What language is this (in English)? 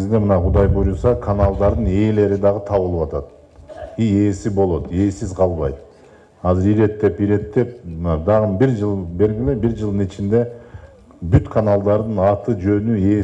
Kyrgyz